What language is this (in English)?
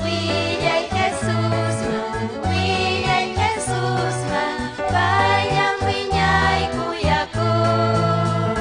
Ayacucho Quechua